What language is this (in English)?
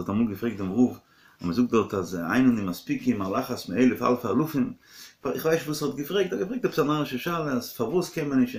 Yiddish